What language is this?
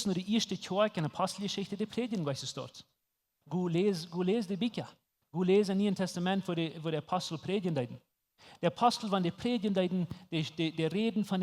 Plautdietsch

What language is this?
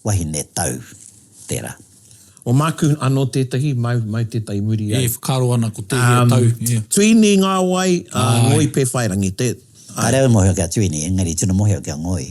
Māori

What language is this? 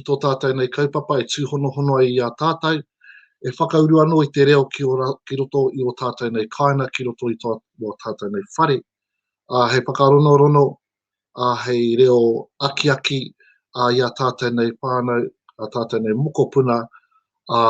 Māori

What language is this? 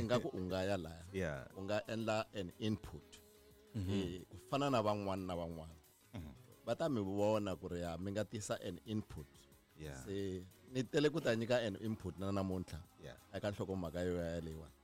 Tsonga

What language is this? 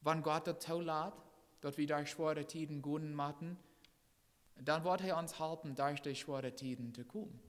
Plautdietsch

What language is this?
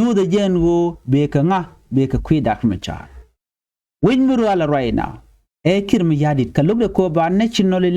Nuer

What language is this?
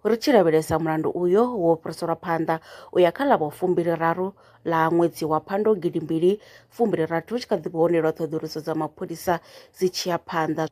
Venda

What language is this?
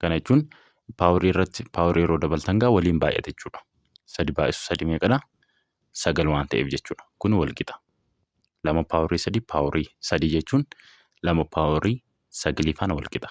Oromo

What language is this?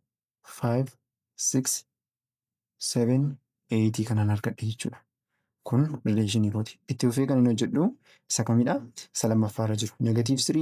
Oromo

